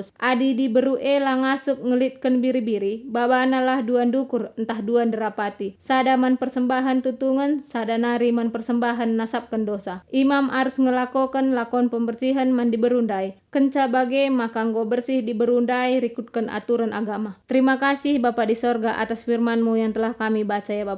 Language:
Batak Karo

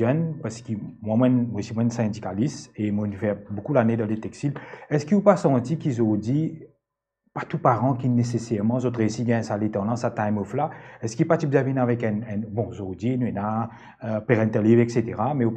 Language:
Morisyen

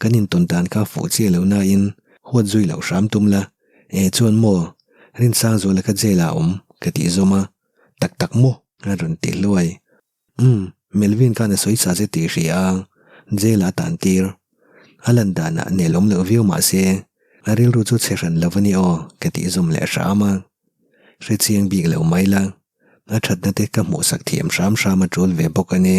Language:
Mizo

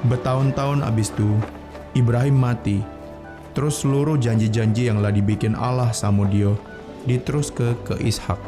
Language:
Musi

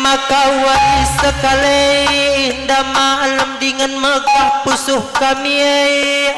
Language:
Batak Karo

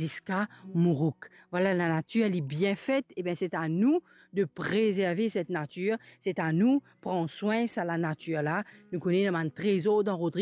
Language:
Morisyen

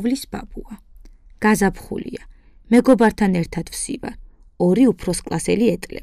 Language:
Georgian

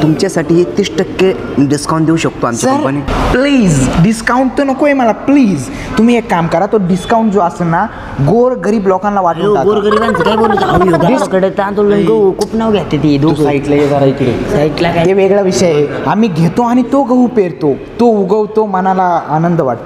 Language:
Marathi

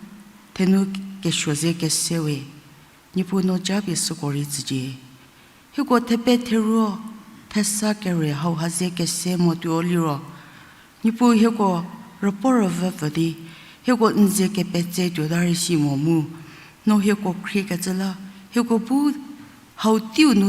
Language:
Angami Naga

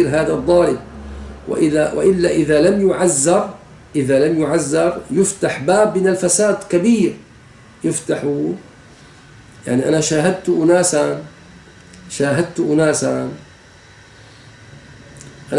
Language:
Arabic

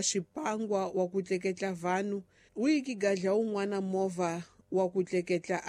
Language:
Tsonga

